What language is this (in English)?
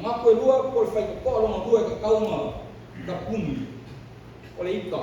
Samoan